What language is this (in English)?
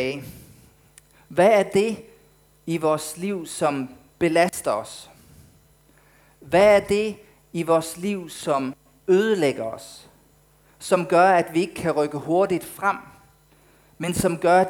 Danish